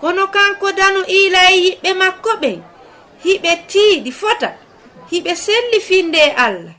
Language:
Fula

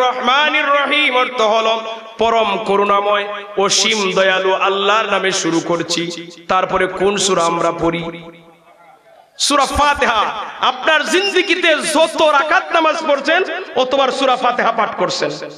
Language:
Bangla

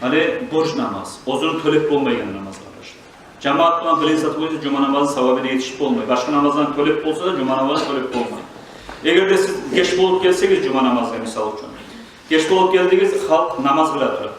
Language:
Kumyk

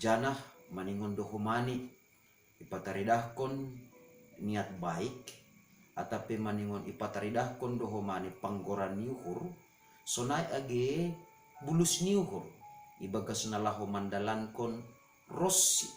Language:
Batak Simalungun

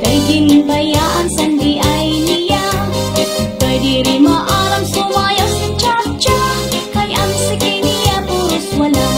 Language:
Waray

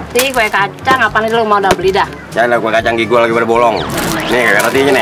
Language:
Betawi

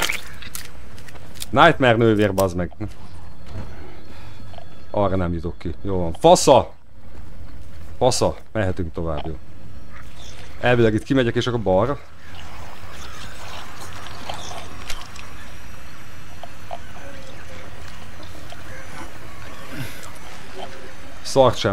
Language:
Hungarian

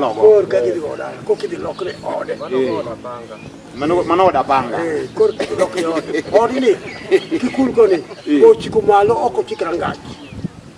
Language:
Luo (Kenya and Tanzania)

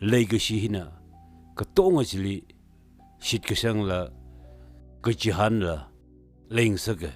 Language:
Tangkhul Naga (India)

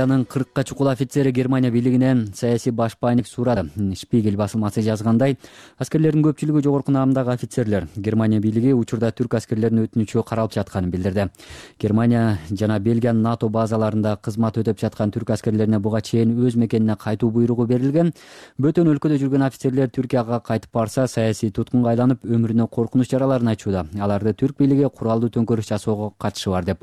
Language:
Kyrgyz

